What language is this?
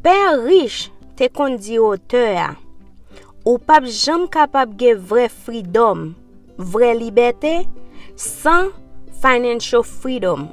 Haitian Creole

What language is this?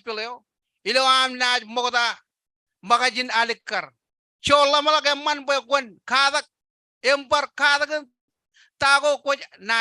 Marshallese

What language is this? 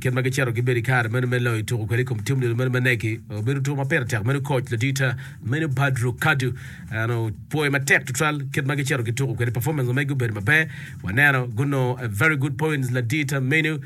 Acoli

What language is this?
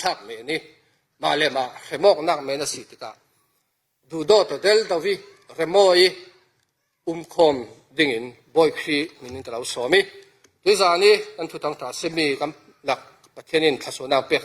Falam Chin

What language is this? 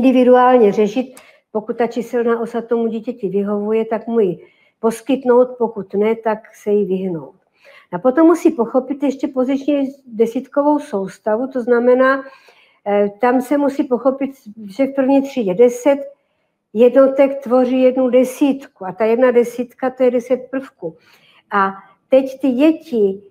Czech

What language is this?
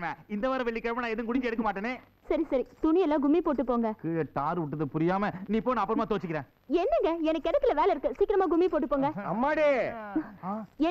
Tamil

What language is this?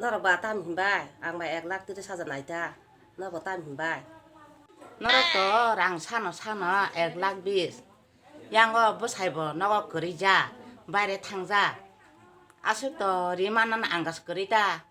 Kok Borok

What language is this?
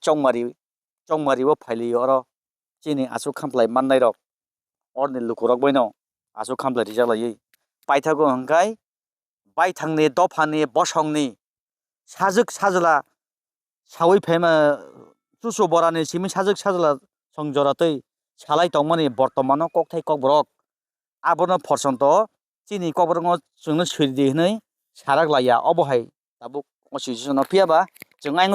Kok Borok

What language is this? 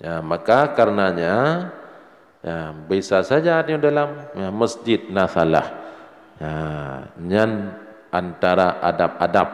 Achinese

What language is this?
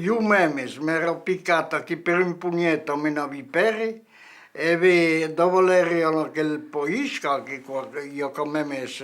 Occitan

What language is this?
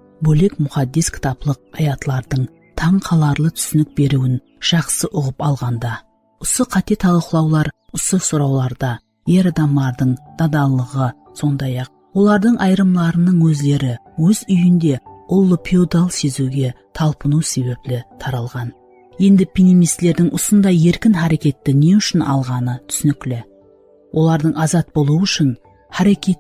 Kara-Kalpak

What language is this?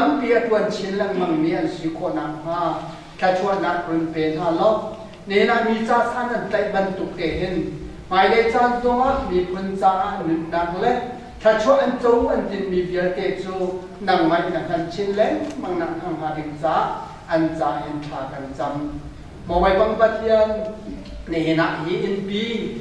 Hakha Chin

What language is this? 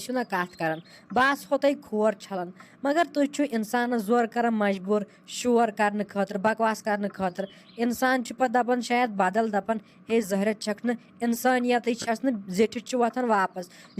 Kashmiri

